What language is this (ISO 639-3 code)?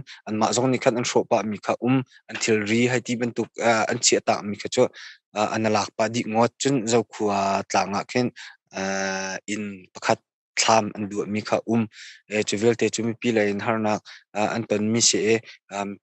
cnh